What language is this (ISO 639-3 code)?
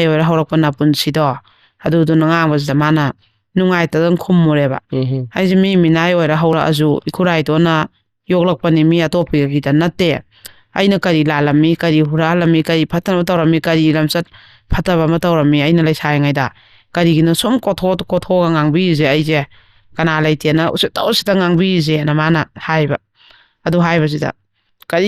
mni